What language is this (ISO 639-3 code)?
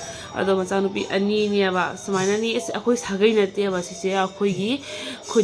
mni